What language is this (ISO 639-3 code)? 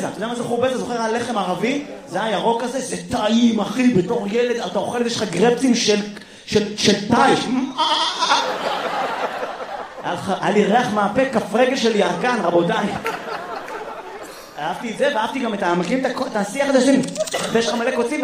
heb